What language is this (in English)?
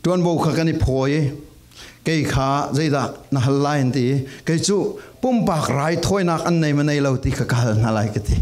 Falam Chin